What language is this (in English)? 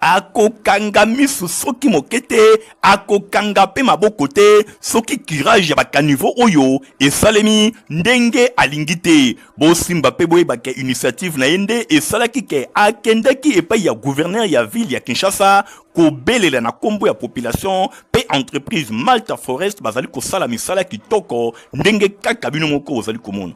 Lingala